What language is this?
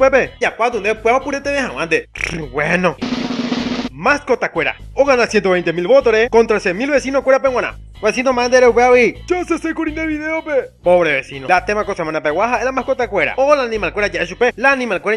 Guarani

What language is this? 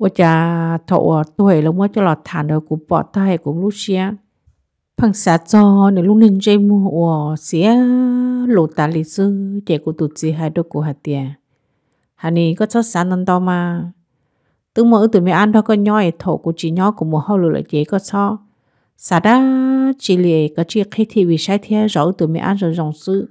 Hmong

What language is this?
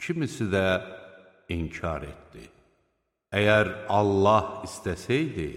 Azerbaijani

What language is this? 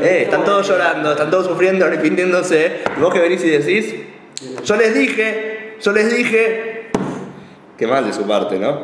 Spanish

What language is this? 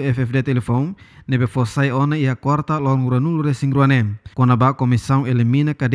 Tetum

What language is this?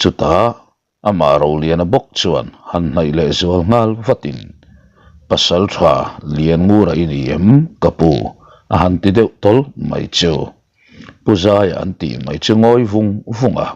Mizo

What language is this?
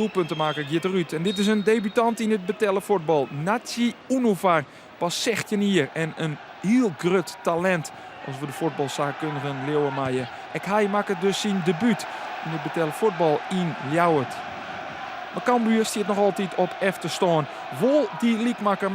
Western Frisian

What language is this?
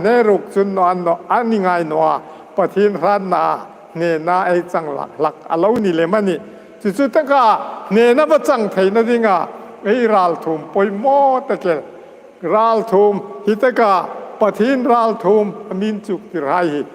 Hmar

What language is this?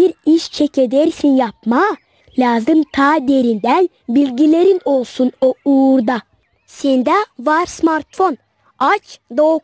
Gagauz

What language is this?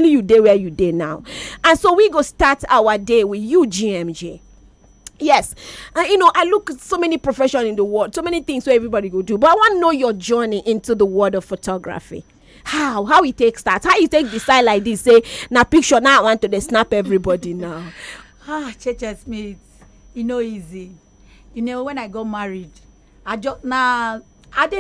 Nigerian Pidgin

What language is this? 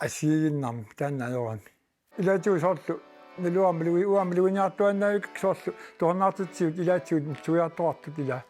Kalaallisut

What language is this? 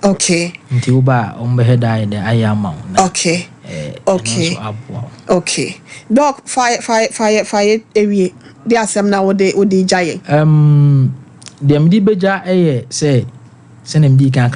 Akan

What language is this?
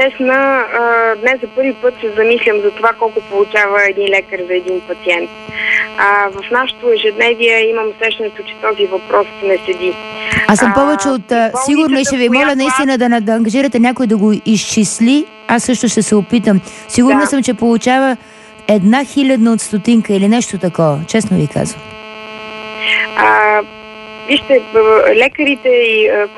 Bulgarian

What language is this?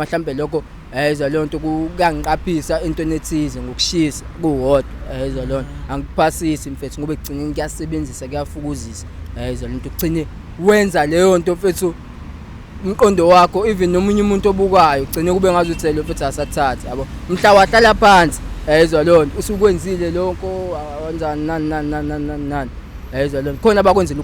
Zulu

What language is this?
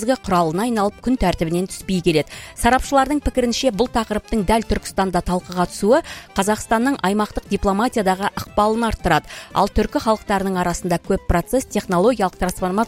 Kazakh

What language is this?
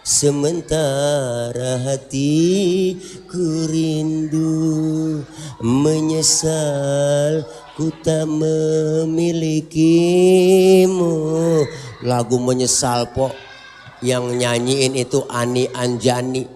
Betawi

